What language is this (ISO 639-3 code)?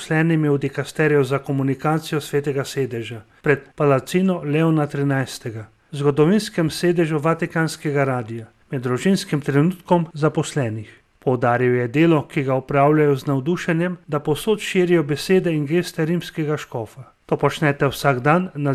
slv